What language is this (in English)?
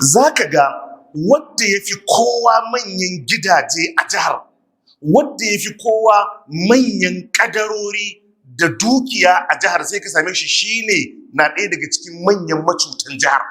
Hausa